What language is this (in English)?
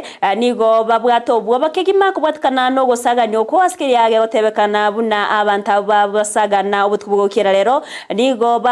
Gusii